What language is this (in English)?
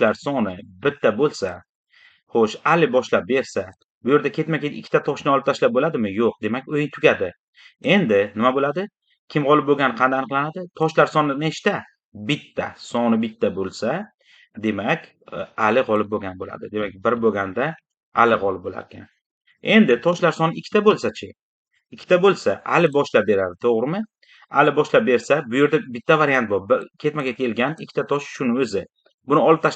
Uzbek